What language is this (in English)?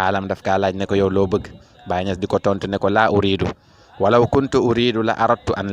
Wolof